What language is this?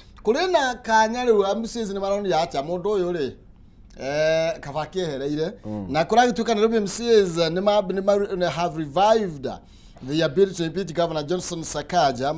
Kikuyu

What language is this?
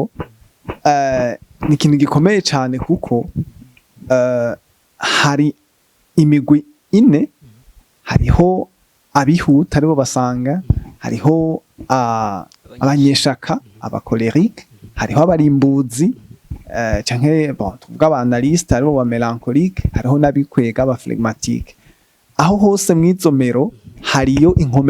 Rundi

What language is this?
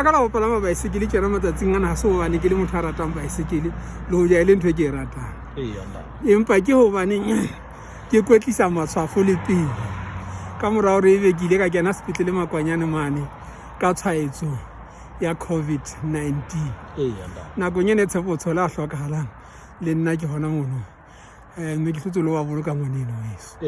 Southern Sotho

